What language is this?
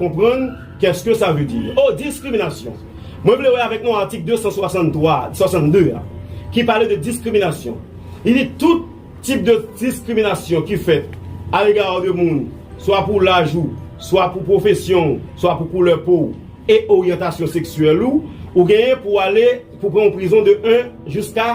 Haitian Creole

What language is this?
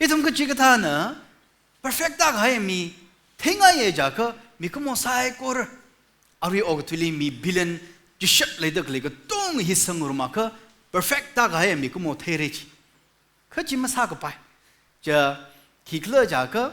Tangkhul Naga (India)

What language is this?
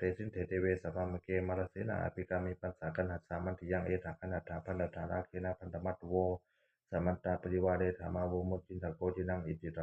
Pali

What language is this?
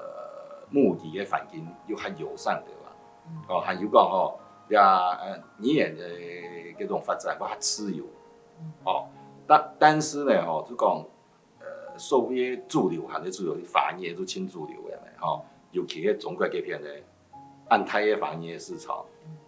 Hakka Chinese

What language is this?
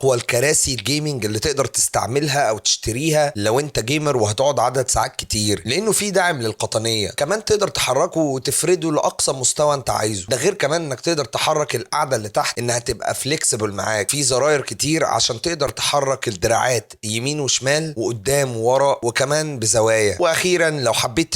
Egyptian Arabic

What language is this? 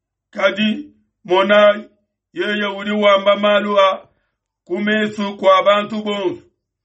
Luba-Lulua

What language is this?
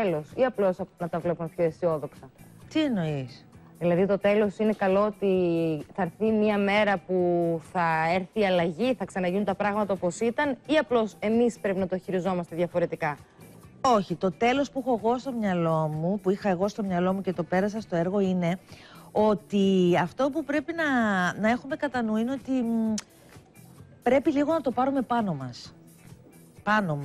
Greek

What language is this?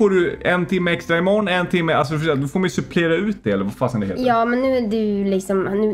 Swedish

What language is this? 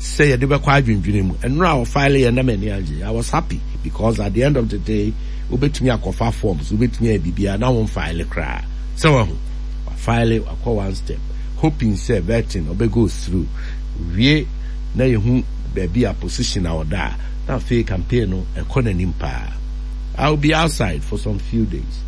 Akan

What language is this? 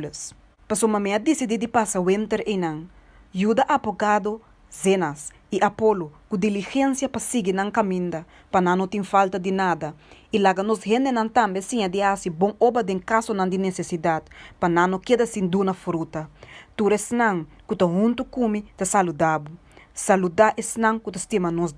Papiamento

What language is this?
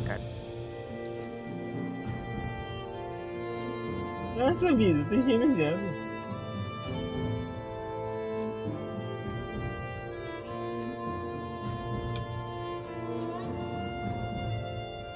Portuguese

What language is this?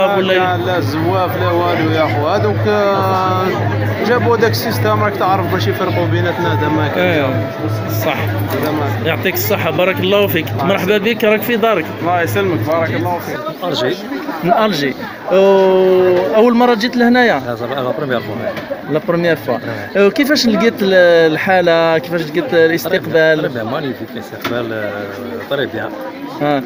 Algerian Arabic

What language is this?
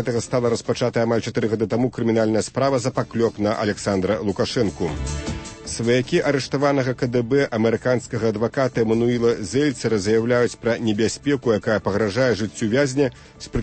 Belarusian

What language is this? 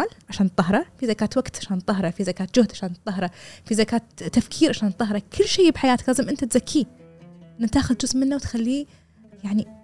Gulf Arabic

